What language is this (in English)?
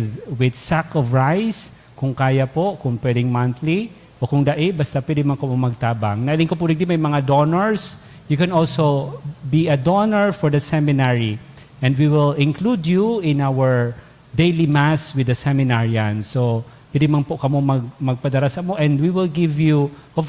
Bikol